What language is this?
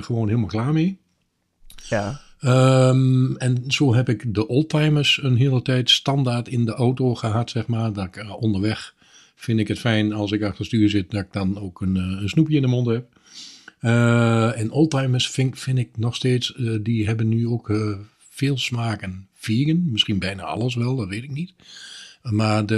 Dutch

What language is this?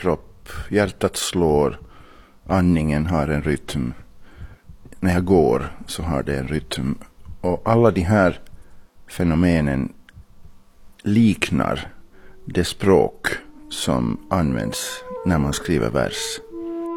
Swedish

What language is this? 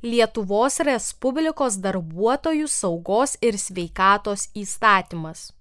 Lithuanian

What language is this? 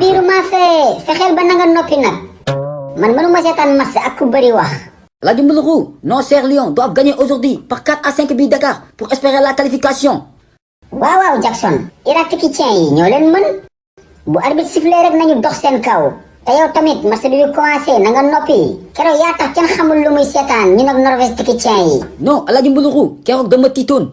Wolof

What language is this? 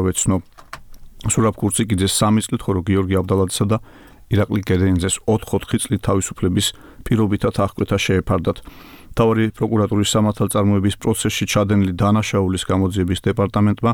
Georgian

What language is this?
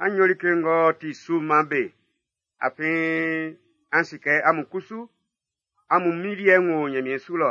Baoulé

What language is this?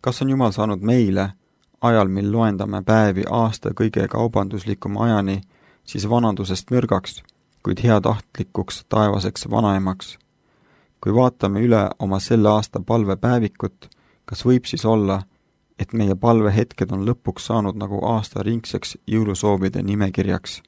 Estonian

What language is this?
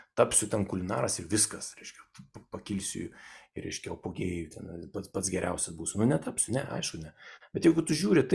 Lithuanian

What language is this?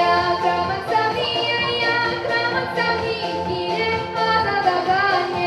Chuvash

